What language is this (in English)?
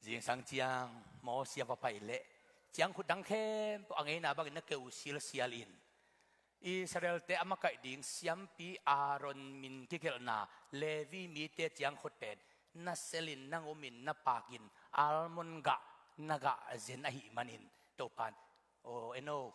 Tedim Chin